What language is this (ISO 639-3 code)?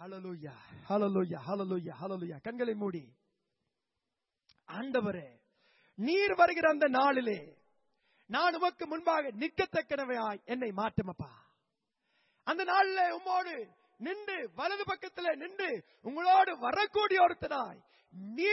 tam